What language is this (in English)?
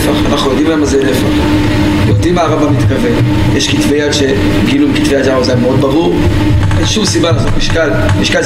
Hebrew